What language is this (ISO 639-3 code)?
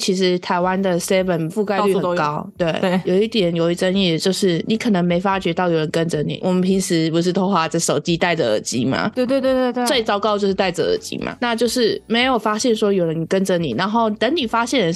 zho